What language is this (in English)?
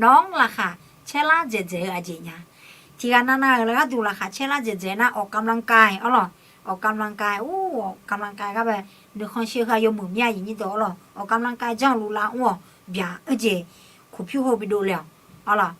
Akha